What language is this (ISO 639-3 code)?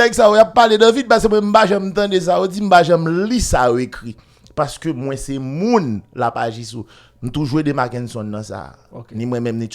hat